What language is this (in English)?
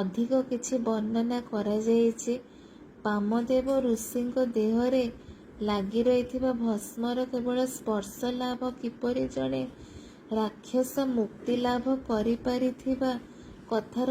Odia